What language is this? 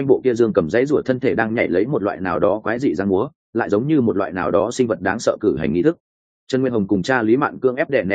Vietnamese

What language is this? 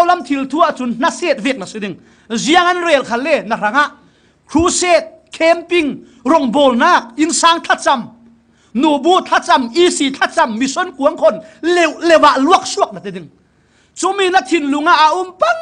Falam Chin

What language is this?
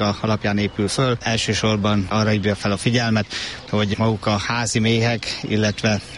Hungarian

